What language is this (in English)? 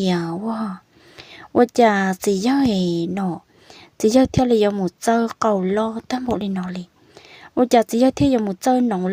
Hmong